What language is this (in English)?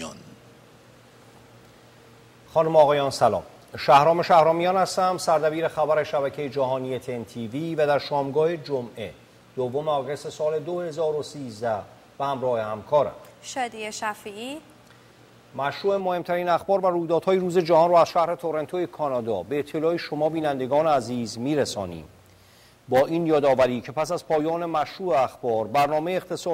Persian